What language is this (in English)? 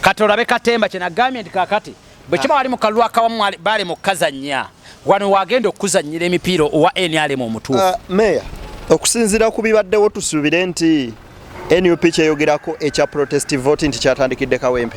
Ganda